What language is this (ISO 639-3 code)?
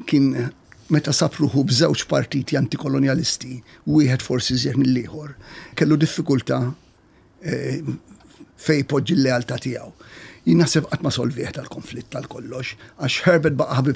mlt